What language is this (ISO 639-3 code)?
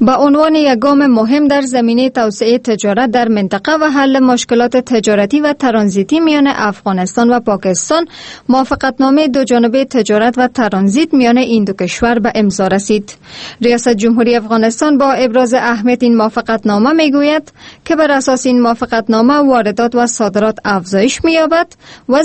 fas